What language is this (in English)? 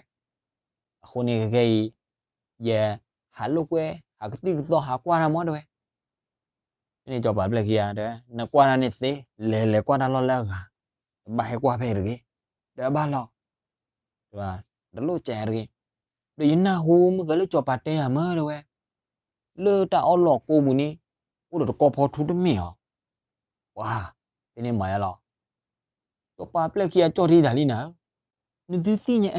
S'gaw Karen